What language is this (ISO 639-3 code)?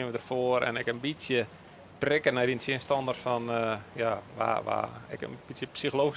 fry